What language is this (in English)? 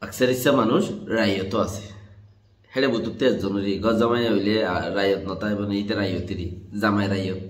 Rohingya